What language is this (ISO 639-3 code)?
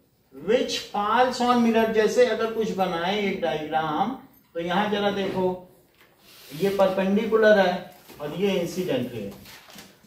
hin